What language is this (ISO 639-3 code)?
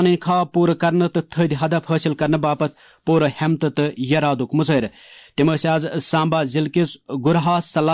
kas